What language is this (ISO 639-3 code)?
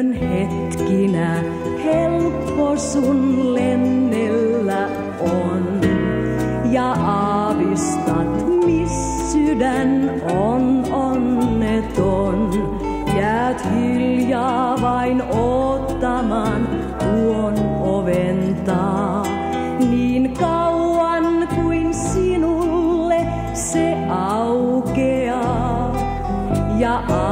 fin